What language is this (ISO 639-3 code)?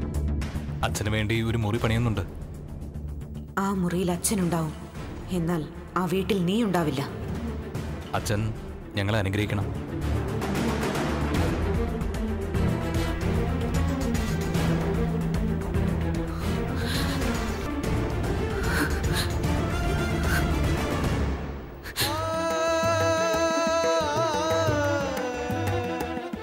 mal